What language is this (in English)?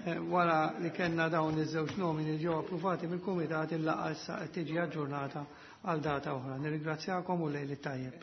Maltese